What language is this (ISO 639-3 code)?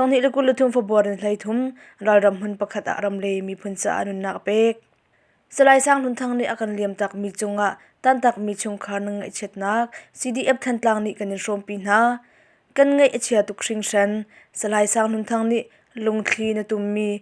cnh